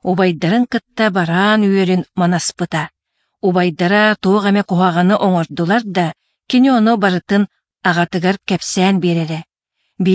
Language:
Yakut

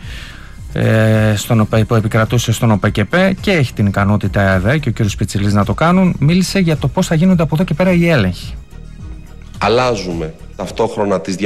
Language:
Greek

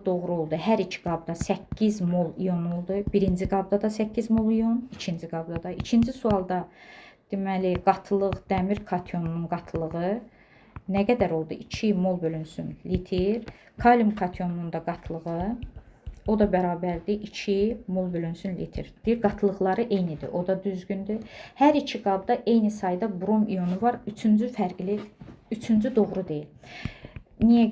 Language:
Azerbaijani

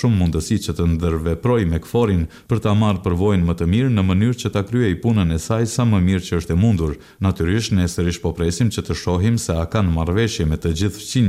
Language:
Albanian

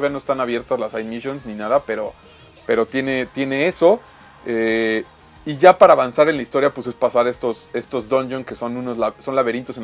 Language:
Spanish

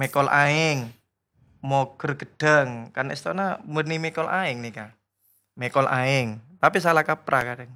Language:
Madurese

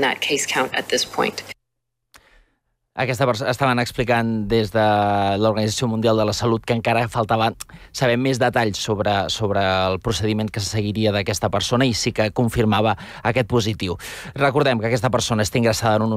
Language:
Catalan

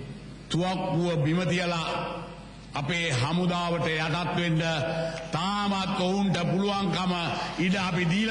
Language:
Sinhala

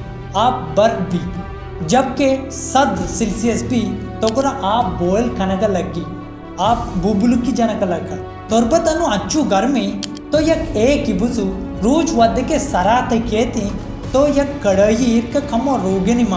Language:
Baluchi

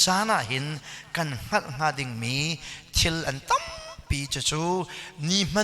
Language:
Hakha Chin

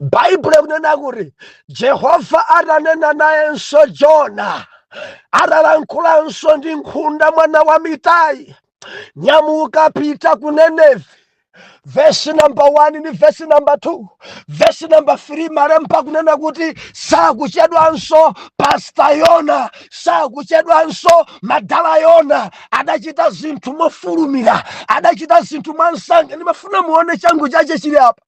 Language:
Nyanja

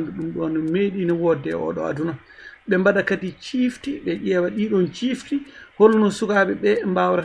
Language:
Fula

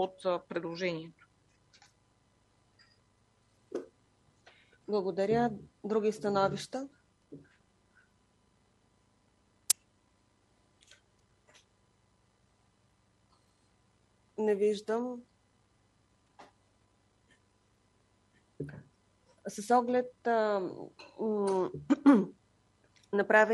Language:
Bulgarian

